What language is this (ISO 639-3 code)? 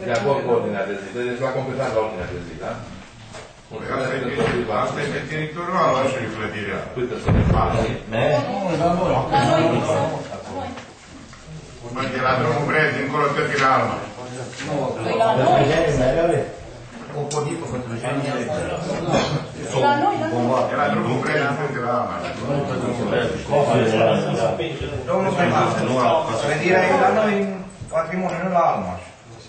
ron